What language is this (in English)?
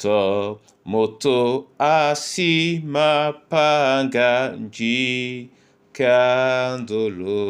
Duala